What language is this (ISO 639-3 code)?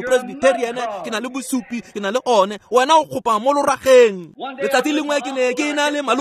tsn